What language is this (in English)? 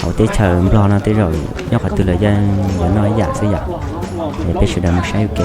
Hmong